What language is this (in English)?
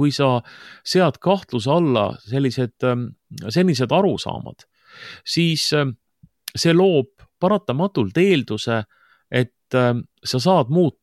Estonian